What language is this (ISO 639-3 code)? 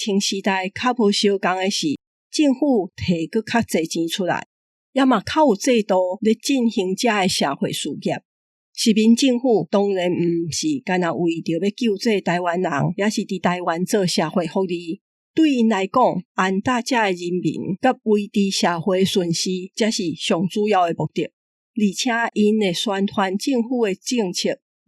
nan